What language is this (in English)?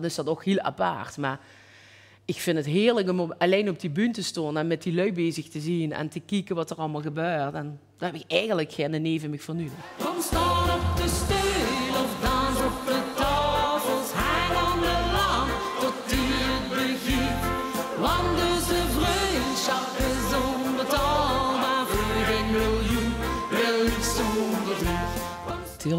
Limburgish